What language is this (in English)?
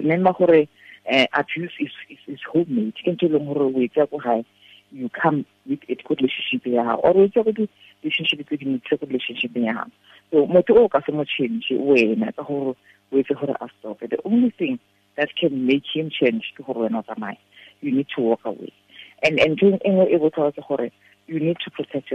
Tswana